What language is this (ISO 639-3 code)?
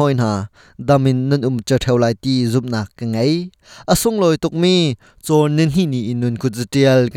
cnh